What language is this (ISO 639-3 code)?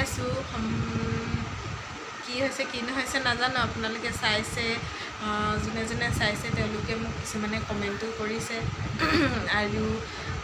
asm